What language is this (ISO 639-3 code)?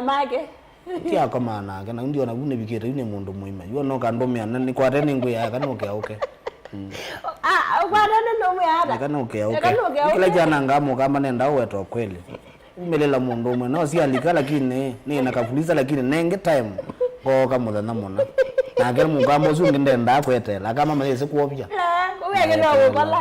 kam